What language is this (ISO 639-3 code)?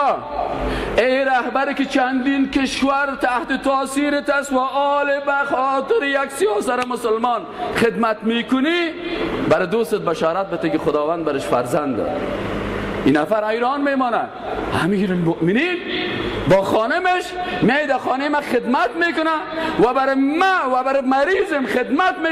fas